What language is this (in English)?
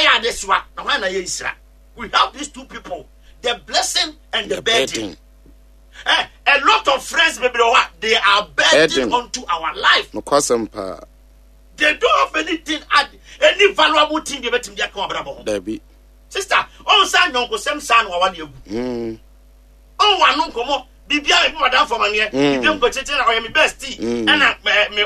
Akan